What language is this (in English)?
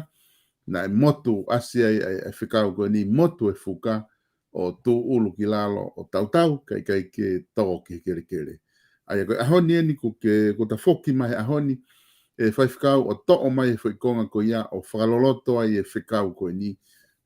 Tongan